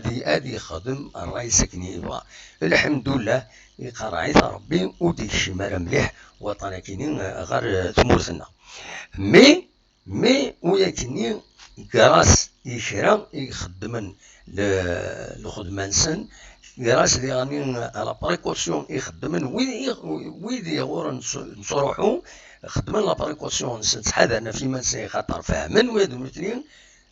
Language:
Kabyle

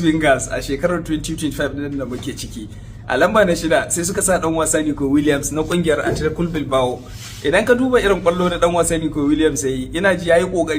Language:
Hausa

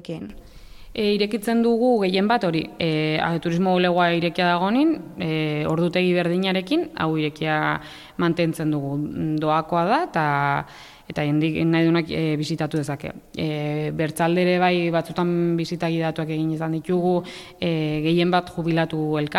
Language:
Basque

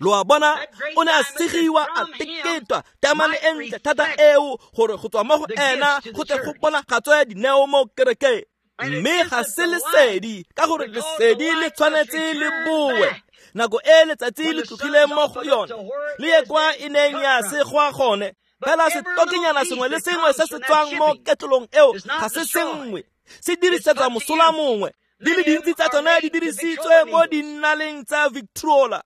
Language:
Tswana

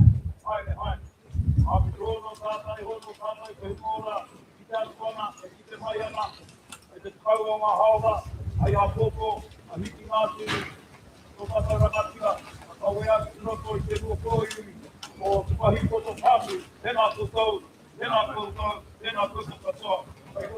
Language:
Māori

